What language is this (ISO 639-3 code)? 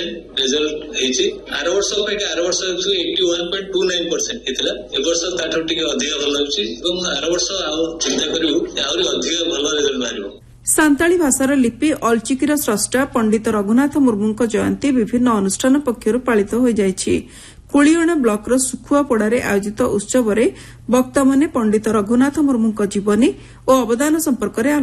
ori